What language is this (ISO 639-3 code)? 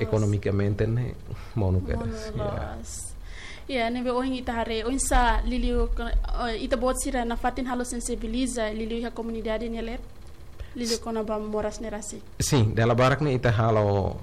tet